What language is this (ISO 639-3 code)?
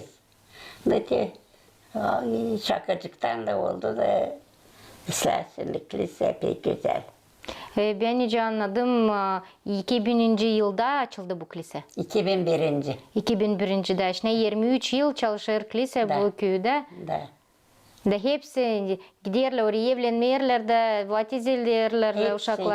gag